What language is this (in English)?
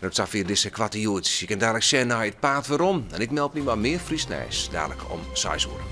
Western Frisian